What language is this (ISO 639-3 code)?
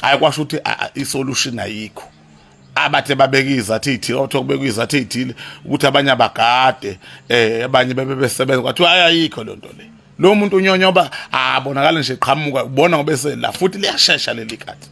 zul